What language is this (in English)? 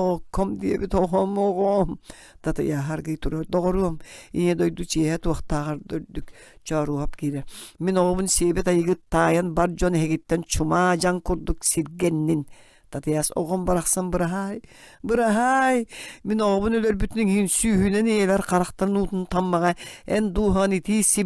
Yakut